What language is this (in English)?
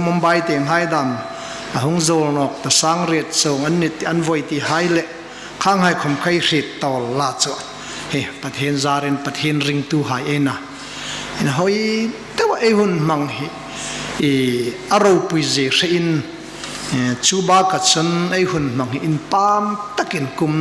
Hmar